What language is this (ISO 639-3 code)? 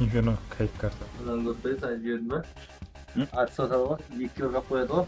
kaa